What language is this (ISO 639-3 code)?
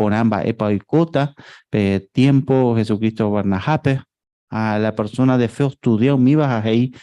grn